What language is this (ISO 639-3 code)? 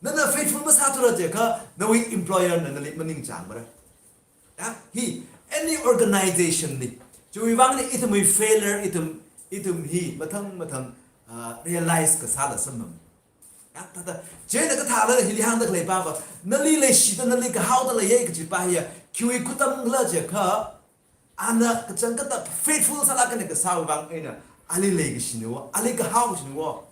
nmf